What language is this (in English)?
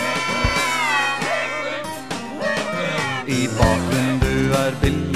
Norwegian